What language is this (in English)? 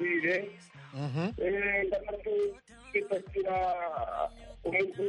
Kinyarwanda